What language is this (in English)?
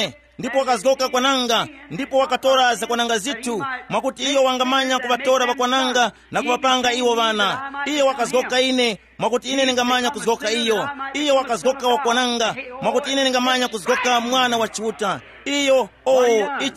Tumbuka